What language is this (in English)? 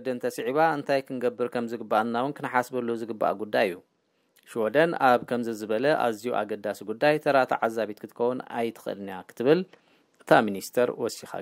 Tigrinya